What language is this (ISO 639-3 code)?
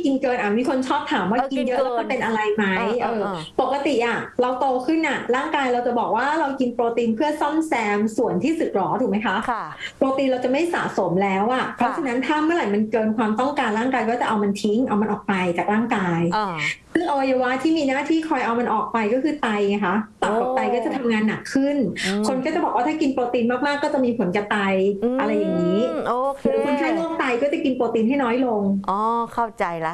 tha